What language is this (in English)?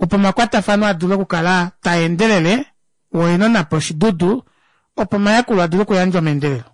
Kuanyama